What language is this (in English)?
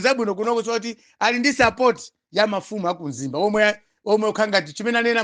Nyanja